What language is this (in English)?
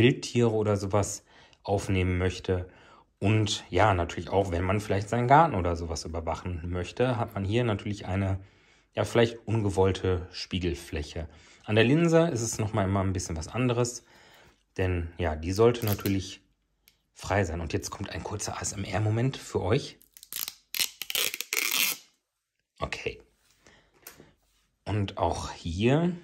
German